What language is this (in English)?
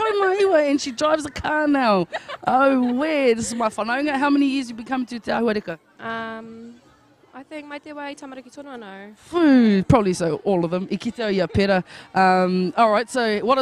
Māori